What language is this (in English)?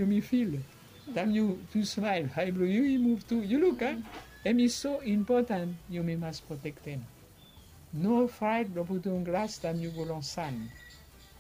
Bislama